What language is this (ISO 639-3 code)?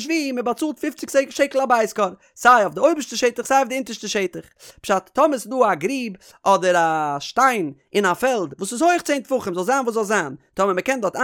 yid